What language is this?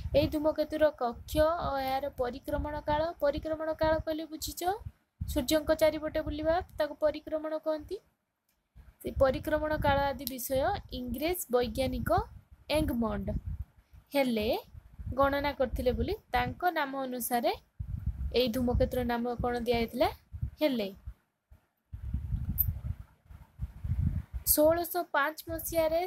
Odia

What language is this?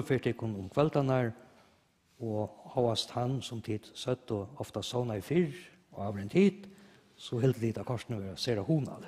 Faroese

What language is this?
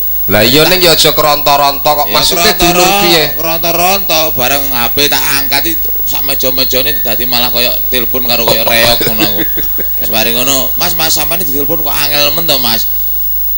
Javanese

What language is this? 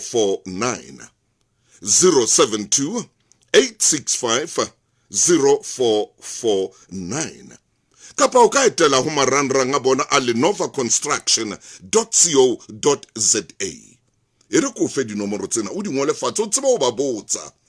Southern Sotho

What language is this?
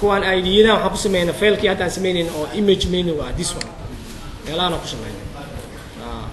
Somali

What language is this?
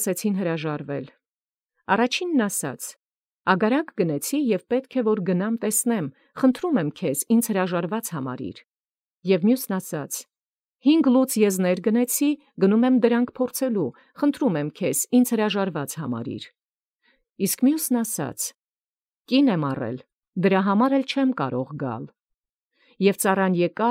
Armenian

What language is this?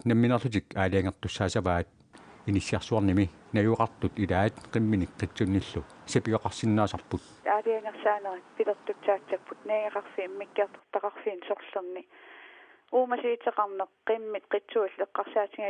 Kalaallisut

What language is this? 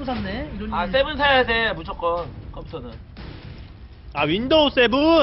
Korean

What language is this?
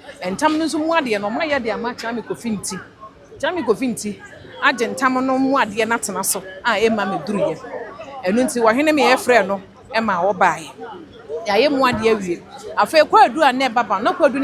Akan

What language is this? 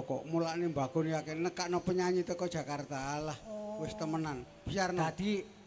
Javanese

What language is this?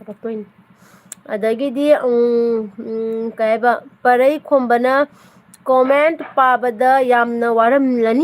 Manipuri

